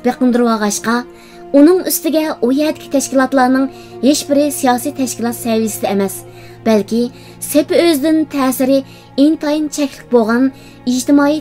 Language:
Uyghur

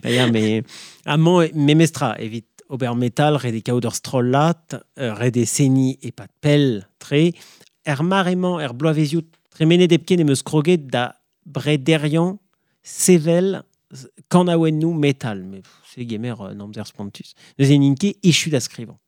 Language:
Breton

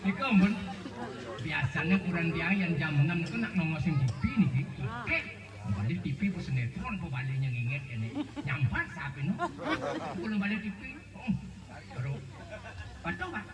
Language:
Balinese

